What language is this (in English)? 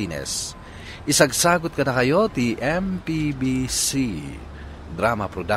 Iloko